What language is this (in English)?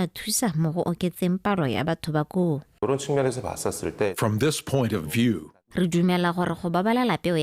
Tswana